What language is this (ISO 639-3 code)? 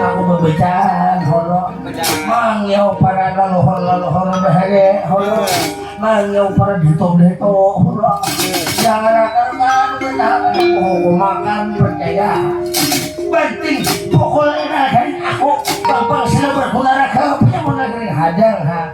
bjn